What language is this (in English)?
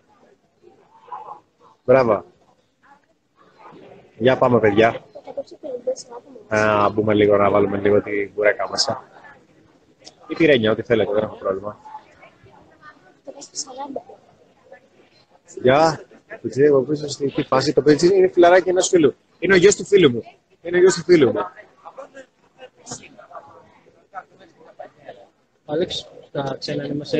Greek